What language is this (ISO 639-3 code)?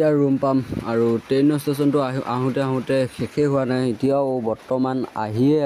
asm